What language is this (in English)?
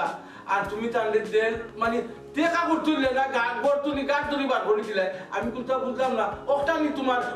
Sylheti